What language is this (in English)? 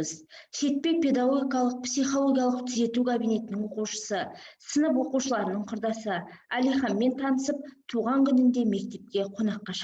Kazakh